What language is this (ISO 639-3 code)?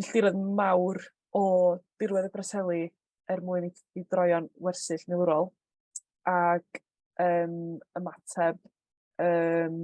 cym